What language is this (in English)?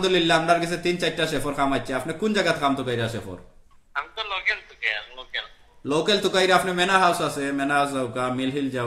Sylheti